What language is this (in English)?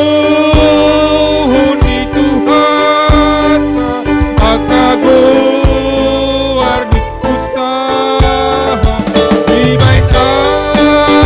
Batak Toba